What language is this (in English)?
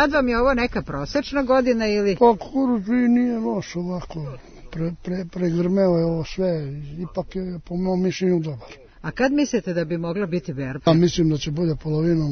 Serbian